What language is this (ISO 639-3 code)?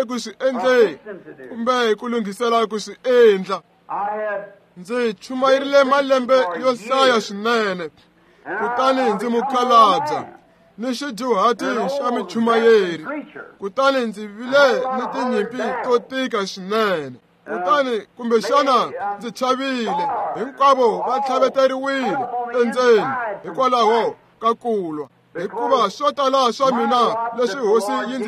tso